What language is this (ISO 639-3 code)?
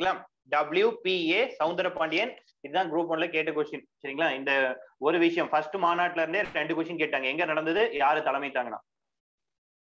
tam